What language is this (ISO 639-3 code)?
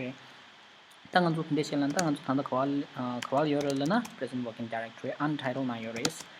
bod